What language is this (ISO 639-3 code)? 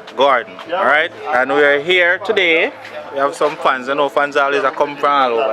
jam